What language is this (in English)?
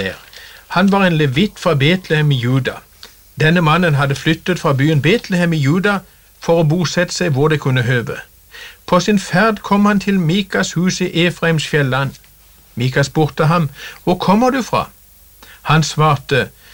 Norwegian